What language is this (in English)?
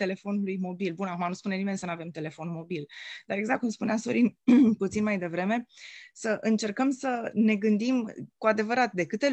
Romanian